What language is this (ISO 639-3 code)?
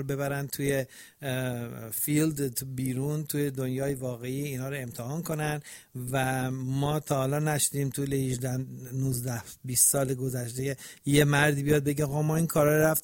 fas